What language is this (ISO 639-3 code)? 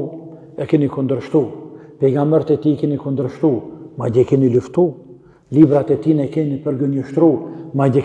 sqi